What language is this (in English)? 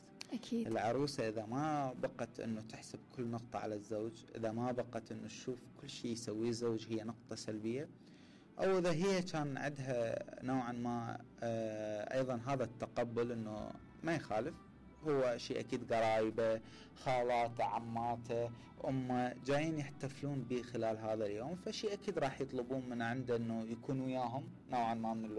Mesopotamian Arabic